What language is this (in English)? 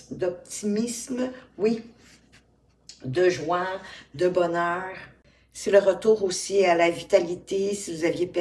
French